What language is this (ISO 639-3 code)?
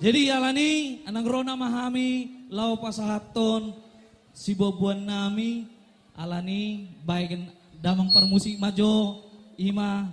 bbc